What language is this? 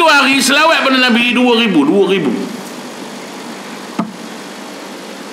Malay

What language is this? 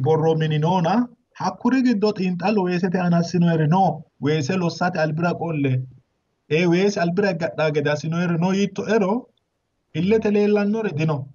Sidamo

